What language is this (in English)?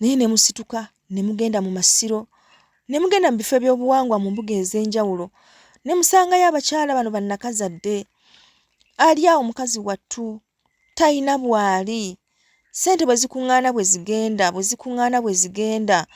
Ganda